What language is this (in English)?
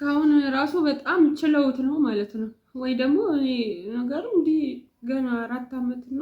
Amharic